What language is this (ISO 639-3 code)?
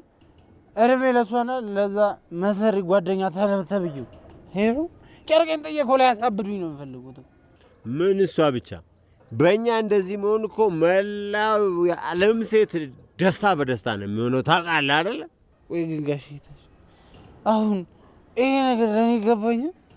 amh